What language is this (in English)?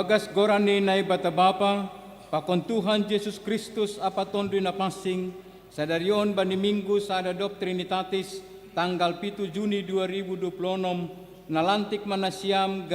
Batak Simalungun